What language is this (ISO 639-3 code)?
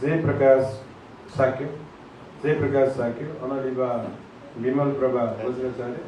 new